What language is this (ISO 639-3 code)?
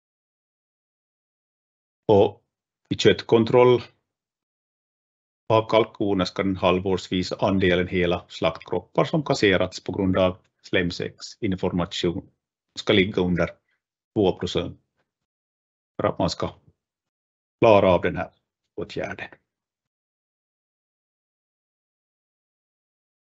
swe